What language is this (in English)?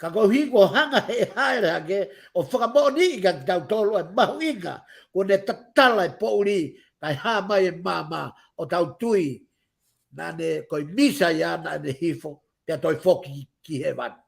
Tongan